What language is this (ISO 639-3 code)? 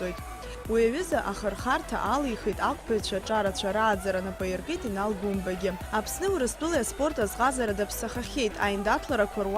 abk